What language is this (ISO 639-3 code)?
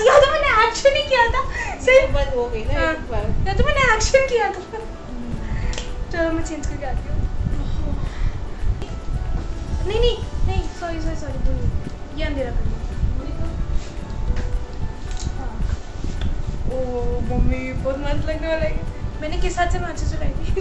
hin